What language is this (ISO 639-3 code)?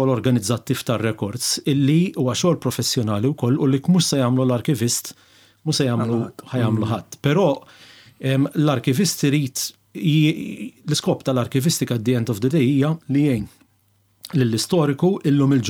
mlt